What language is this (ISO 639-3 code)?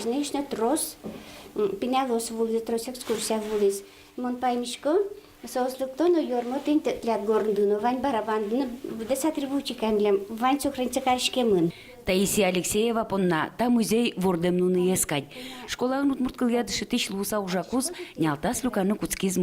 udm